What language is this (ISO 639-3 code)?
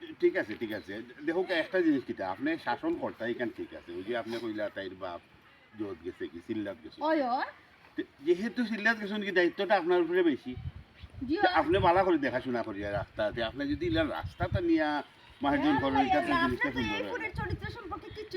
syl